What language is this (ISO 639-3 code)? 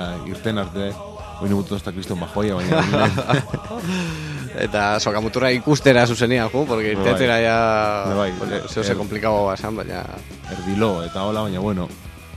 eus